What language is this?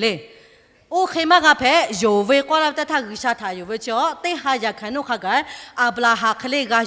Lahu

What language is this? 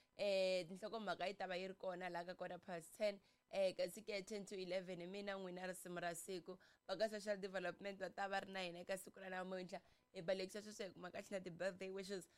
Tsonga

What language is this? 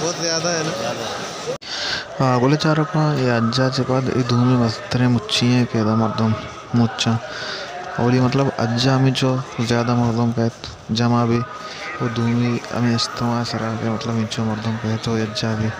Baluchi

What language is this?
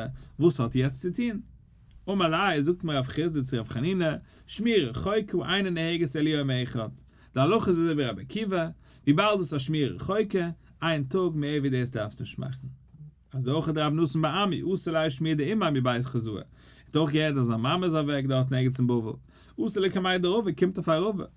Yiddish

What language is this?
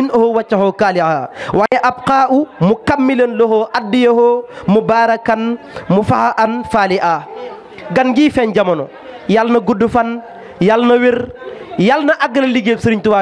Wolof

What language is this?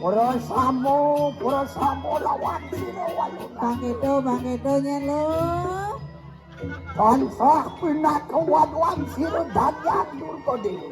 Balinese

